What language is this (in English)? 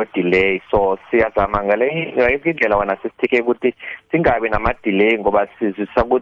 South Ndebele